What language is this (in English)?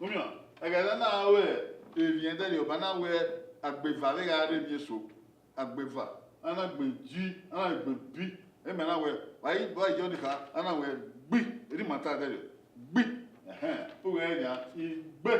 Bini